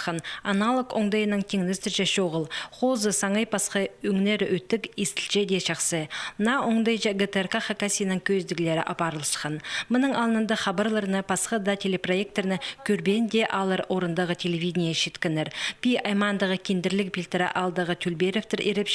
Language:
Khakas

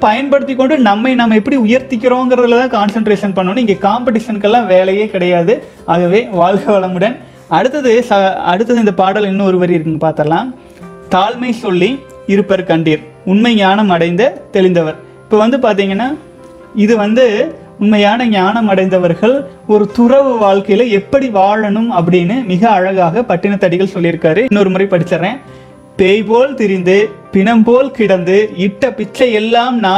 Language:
Tamil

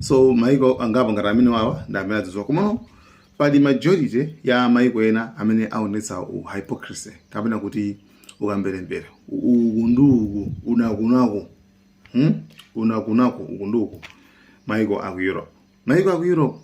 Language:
Nyanja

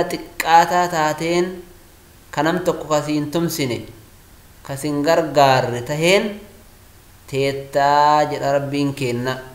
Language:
Oromo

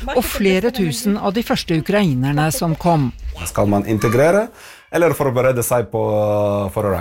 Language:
Norwegian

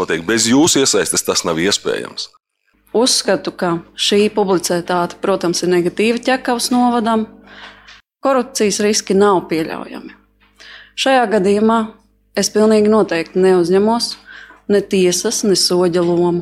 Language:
Latvian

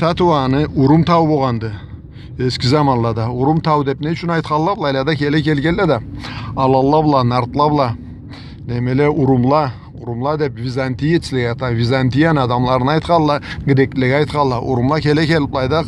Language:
Karachay-Balkar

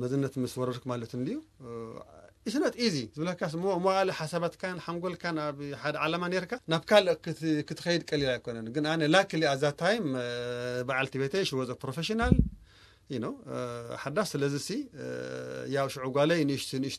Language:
Tigrinya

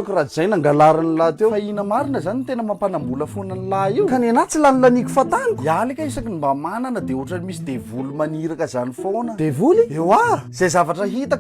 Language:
Malagasy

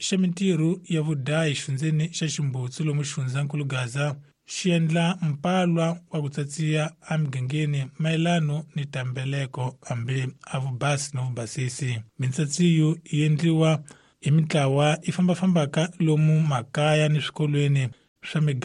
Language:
Tsonga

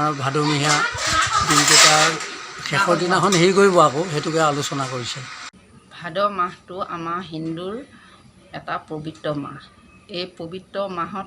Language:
Assamese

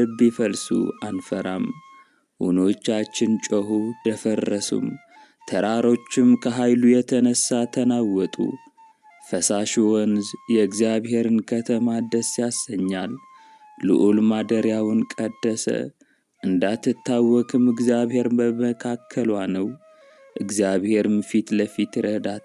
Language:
Amharic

